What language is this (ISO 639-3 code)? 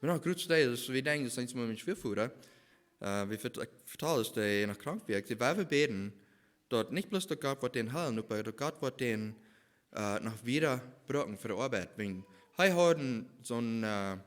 pdt